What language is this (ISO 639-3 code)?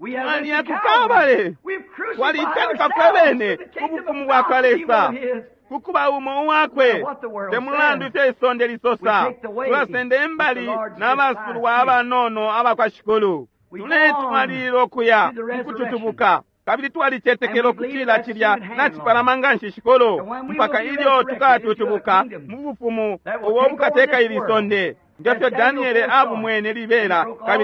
bem